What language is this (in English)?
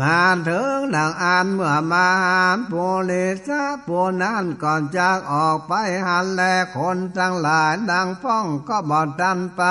Northern Thai